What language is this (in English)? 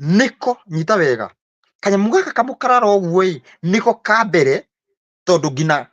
Kikuyu